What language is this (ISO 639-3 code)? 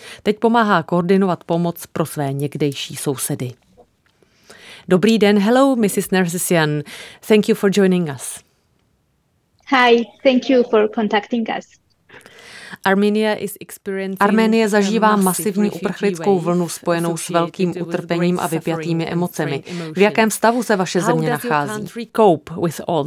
ces